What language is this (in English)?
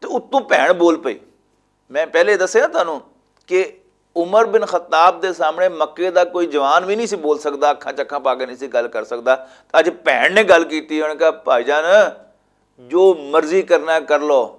Western Panjabi